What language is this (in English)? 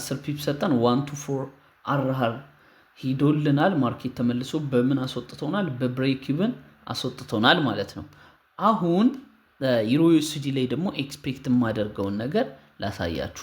Amharic